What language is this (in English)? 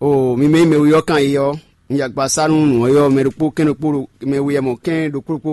Fon